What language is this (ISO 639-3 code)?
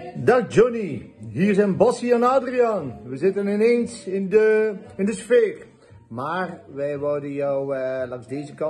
nld